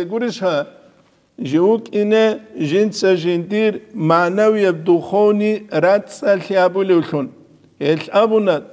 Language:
Avaric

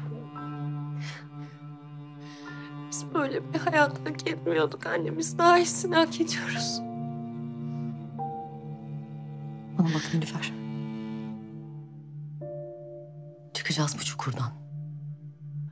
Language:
Turkish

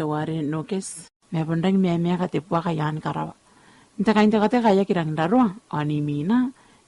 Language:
Gilbertese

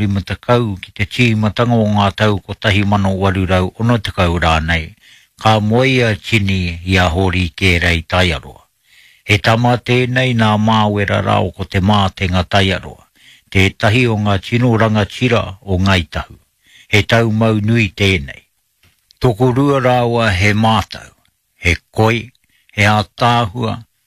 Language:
Māori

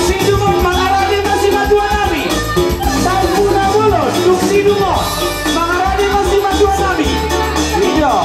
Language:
Batak Toba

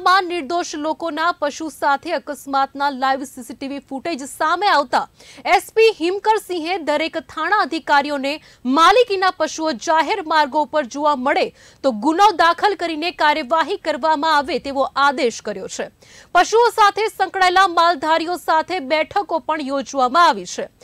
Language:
Gujarati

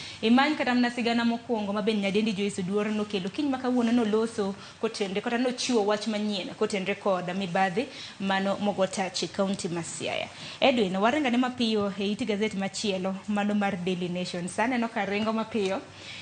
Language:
Luo (Kenya and Tanzania)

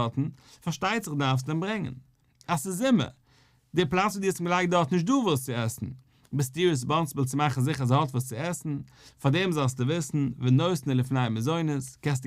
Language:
Yiddish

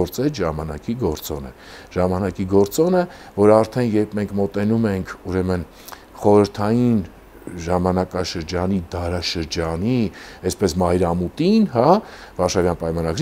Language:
Armenian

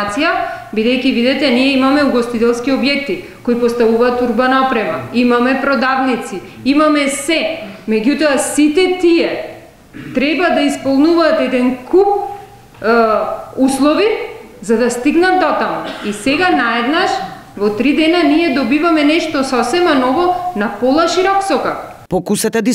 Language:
Macedonian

